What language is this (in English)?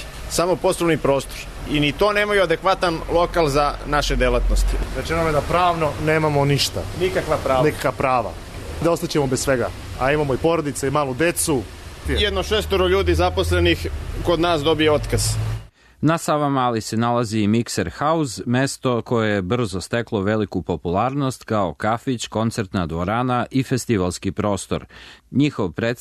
Serbian